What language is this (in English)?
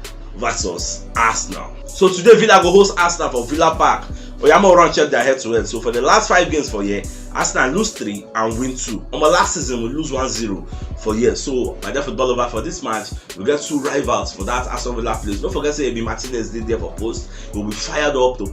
Nigerian Pidgin